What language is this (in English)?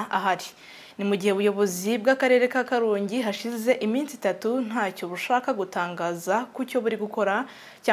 Kinyarwanda